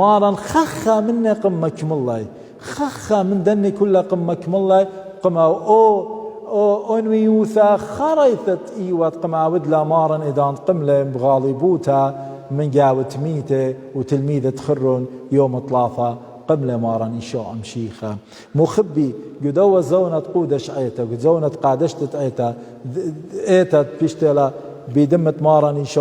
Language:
Assyrian Neo-Aramaic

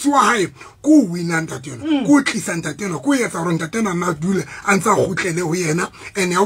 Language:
Southern Sotho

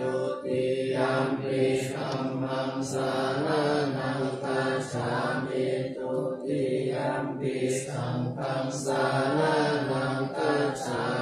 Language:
Pali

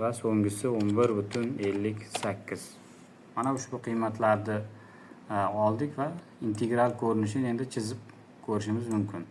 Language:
Uzbek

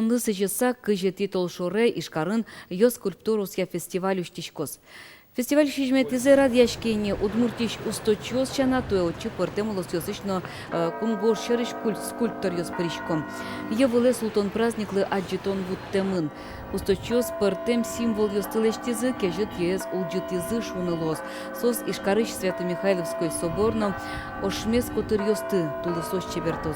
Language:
Udmurt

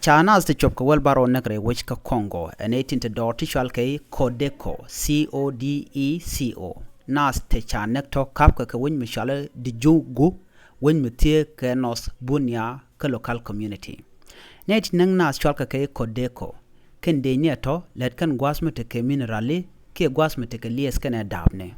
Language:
Nuer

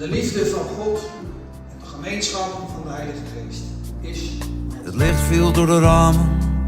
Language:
Western Frisian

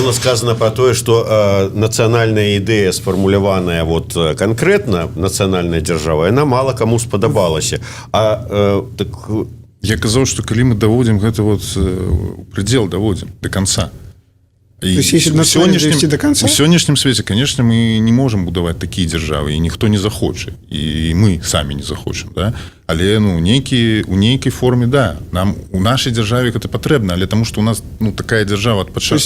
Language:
Belarusian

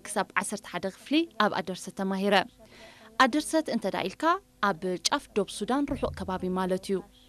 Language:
Tigrinya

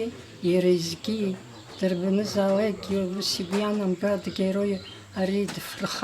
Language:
Abkhazian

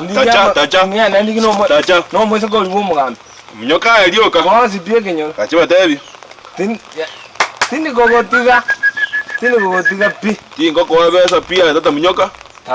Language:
Gusii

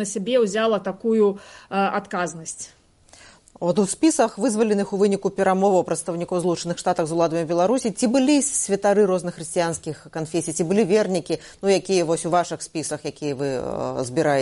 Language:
Belarusian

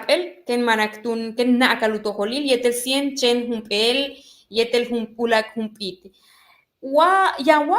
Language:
Yucateco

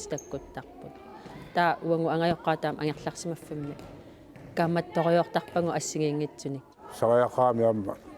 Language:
Kalaallisut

